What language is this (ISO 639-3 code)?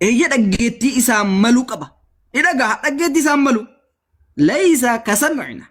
orm